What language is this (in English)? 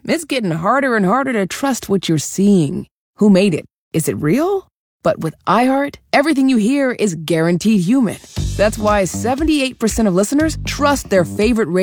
English